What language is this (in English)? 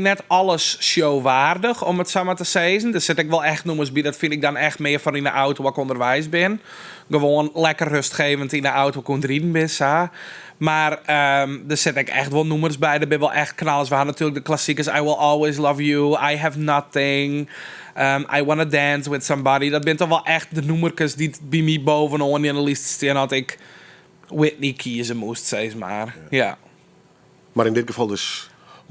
Western Frisian